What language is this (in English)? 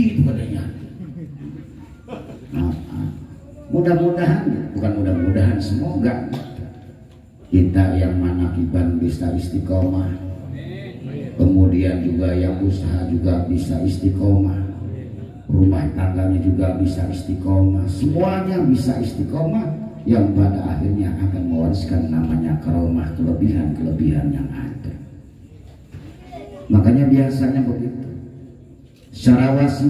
Indonesian